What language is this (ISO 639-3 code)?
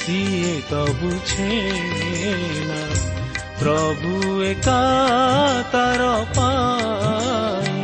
ori